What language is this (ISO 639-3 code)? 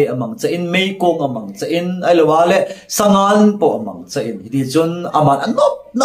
tcz